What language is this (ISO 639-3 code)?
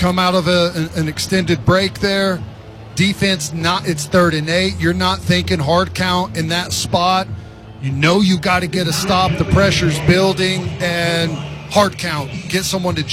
eng